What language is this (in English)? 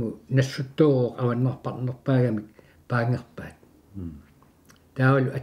Kalaallisut